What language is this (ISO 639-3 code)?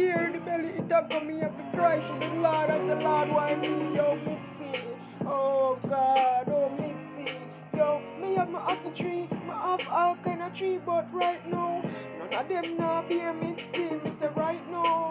jam